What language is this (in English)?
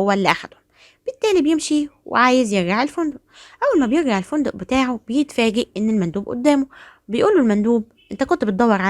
Egyptian Arabic